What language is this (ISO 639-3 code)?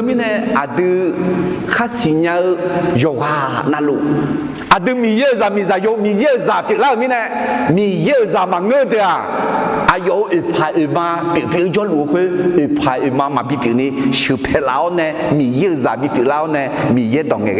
ahk